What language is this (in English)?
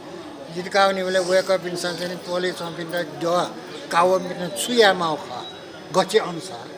Newari